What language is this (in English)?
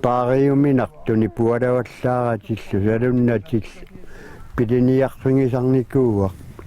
Kalaallisut